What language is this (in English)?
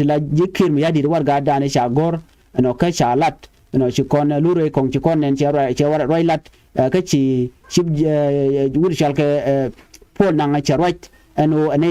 Nuer